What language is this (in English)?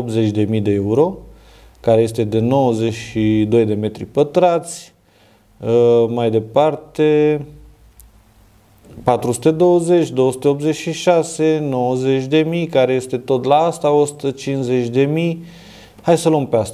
Romanian